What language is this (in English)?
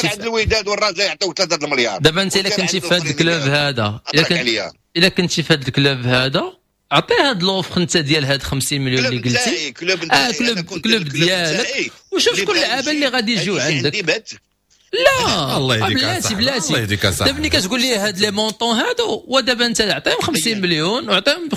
Moroccan Arabic